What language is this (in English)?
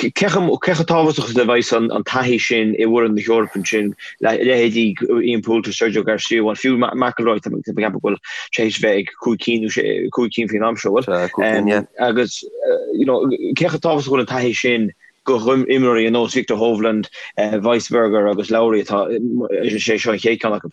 Irish